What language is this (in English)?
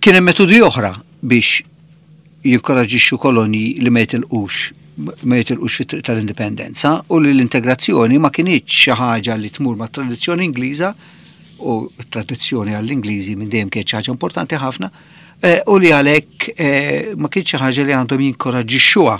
Maltese